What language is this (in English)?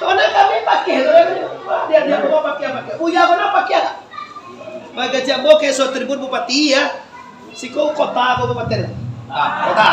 Minangkabau